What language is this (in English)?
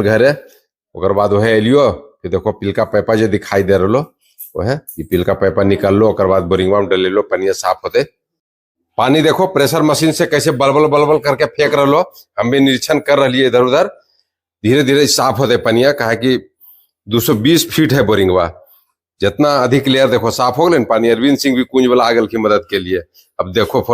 Magahi